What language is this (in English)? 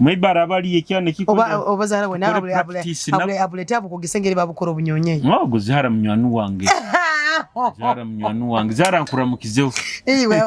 Nyoro